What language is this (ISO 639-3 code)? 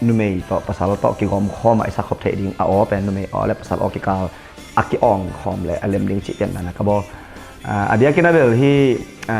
ctd